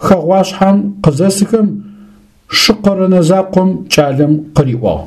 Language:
Adyghe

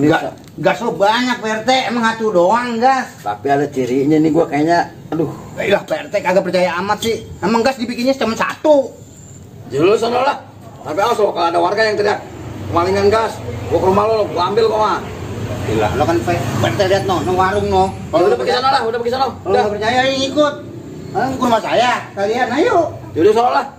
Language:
Betawi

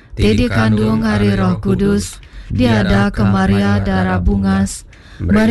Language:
Iban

